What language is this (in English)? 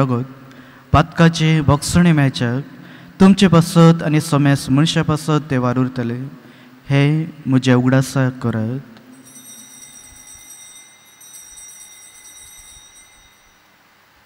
Konkani